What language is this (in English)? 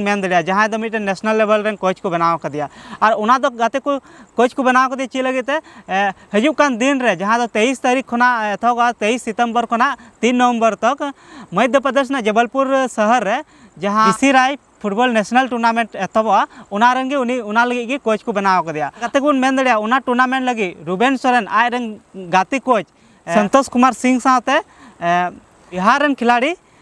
Santali